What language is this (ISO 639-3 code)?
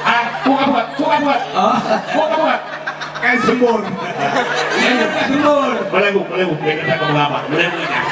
ace